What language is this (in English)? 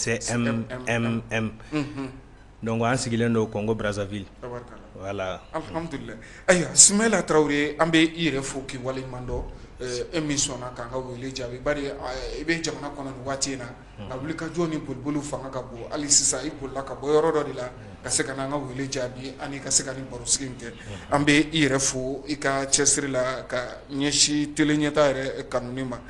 Bambara